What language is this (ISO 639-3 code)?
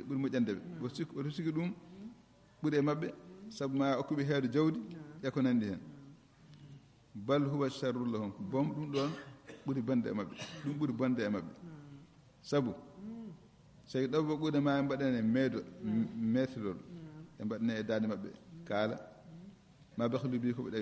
ful